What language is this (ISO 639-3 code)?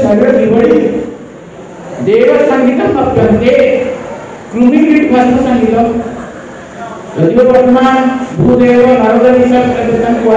ori